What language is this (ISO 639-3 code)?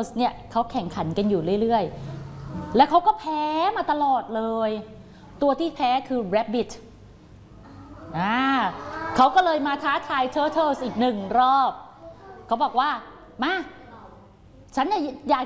tha